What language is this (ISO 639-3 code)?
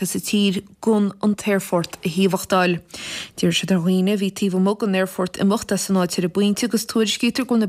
gle